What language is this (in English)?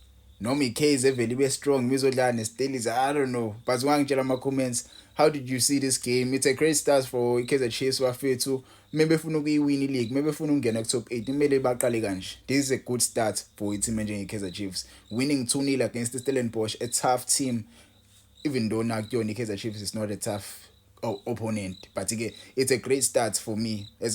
Zulu